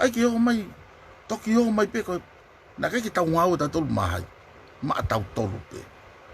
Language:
Tongan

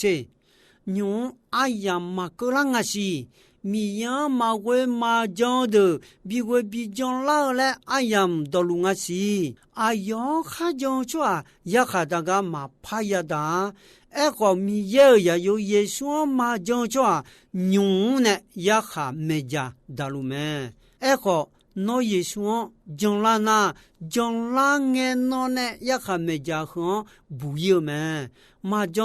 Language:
Akha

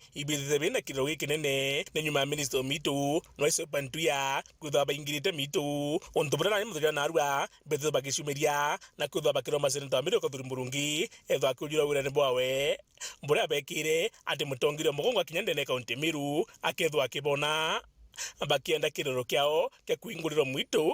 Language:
Meru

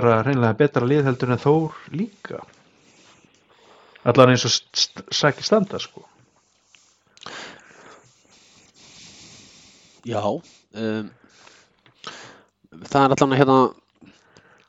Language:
Icelandic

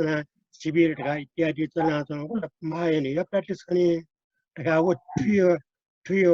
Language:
Newari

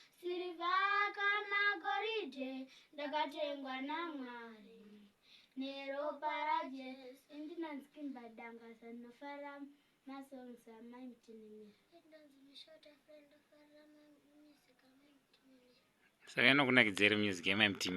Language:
Shona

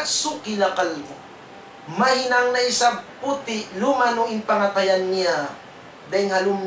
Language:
Tausug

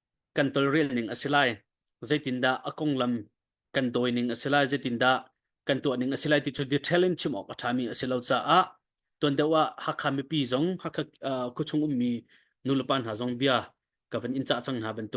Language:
Hakha Chin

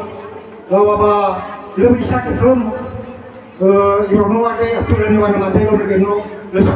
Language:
Nias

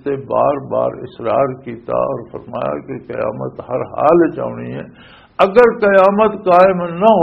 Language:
Western Panjabi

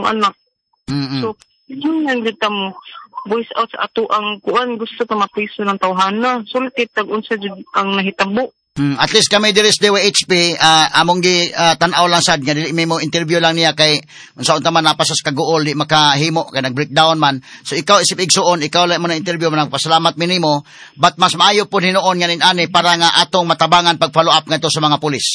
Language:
Cebuano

